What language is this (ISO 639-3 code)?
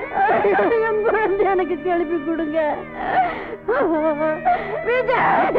tam